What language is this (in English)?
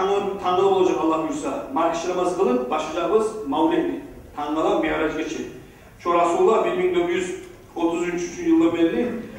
Kumyk